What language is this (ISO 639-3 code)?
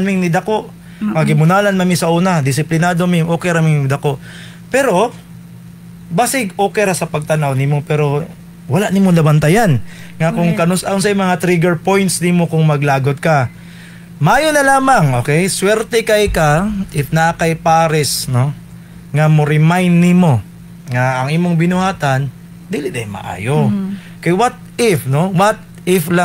ceb